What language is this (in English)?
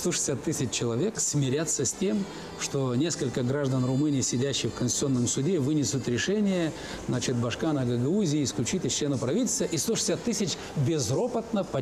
Russian